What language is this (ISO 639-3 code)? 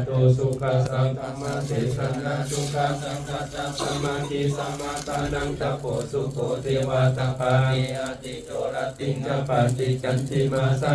pli